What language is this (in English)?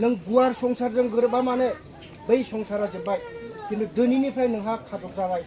Bodo